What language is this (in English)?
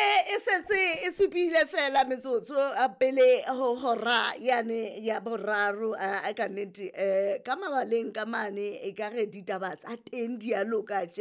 Southern Sotho